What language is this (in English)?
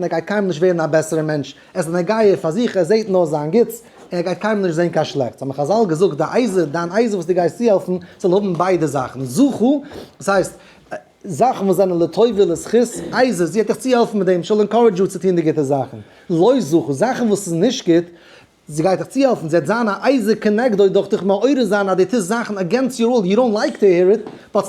Yiddish